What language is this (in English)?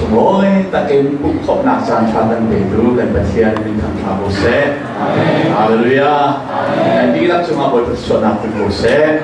Hakha Chin